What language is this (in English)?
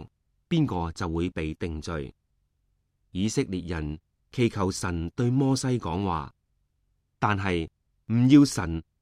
Cantonese